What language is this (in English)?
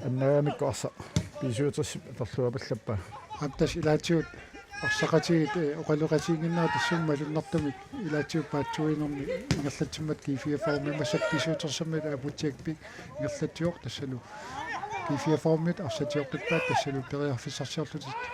Kalaallisut